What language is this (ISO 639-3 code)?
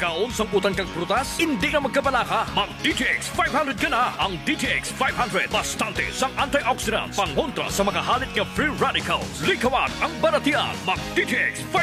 hil